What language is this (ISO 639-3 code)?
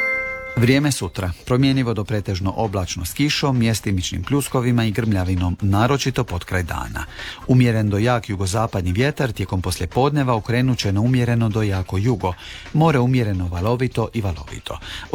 hrv